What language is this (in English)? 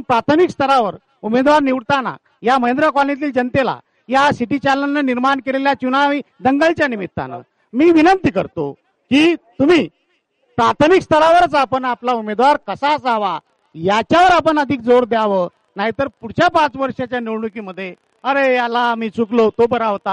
Marathi